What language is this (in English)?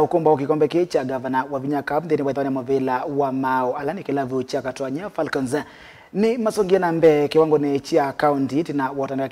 Kamba